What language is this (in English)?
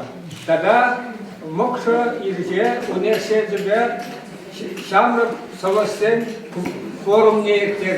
Chuvash